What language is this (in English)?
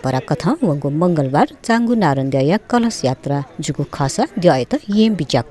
Newari